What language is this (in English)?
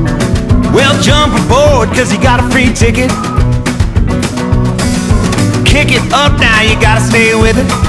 English